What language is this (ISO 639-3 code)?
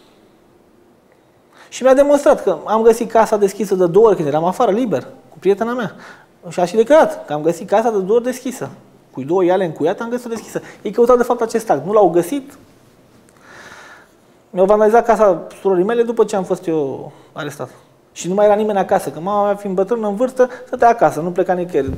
ron